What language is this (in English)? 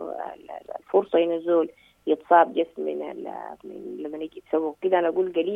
Sudanese Arabic